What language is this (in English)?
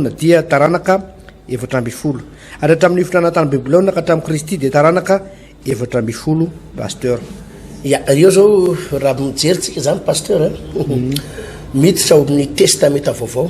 Malagasy